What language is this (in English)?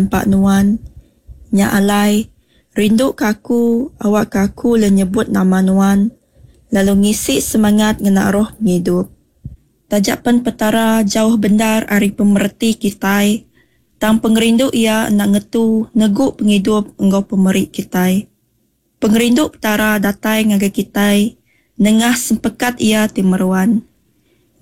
Iban